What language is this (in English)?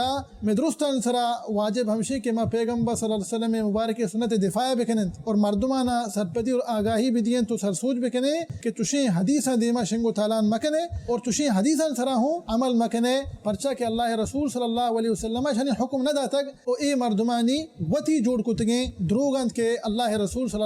Baluchi